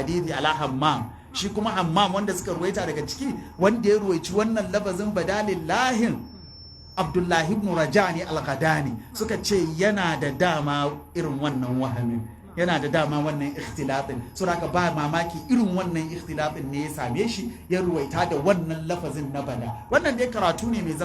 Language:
Hausa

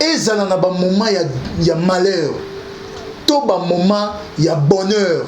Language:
Lingala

